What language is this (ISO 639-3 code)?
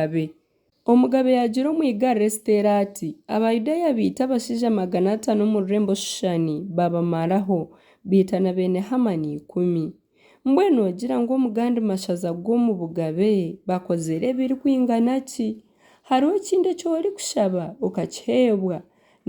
nyn